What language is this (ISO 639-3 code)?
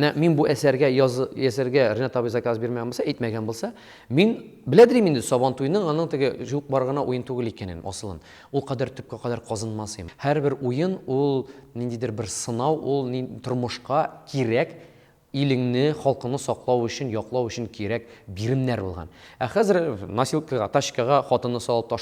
tat